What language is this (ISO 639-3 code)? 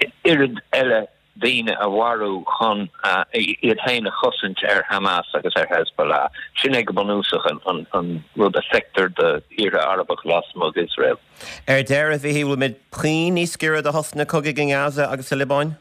gle